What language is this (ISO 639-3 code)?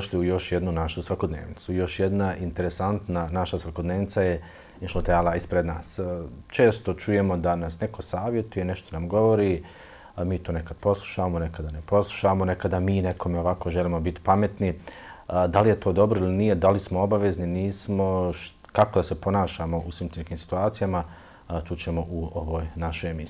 bos